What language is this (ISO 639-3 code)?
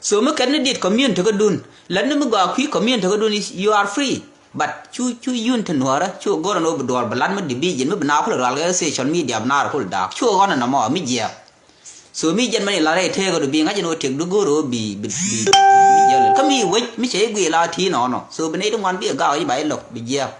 nus